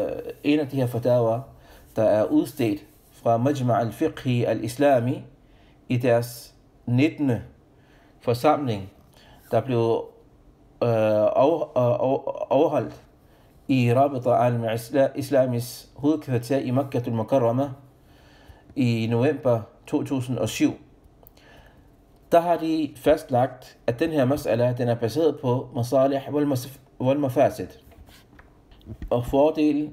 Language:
Danish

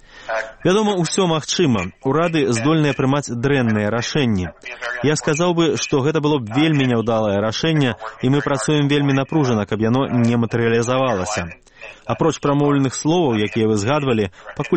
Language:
Belarusian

